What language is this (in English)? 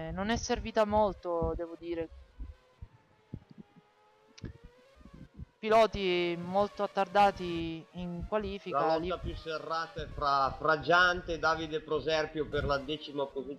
Italian